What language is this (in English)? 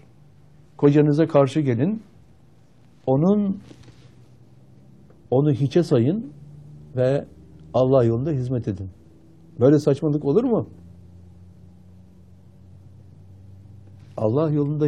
Turkish